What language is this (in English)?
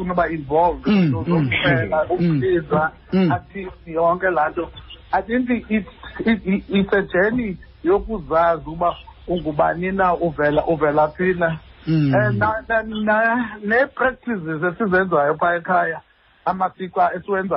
Xhosa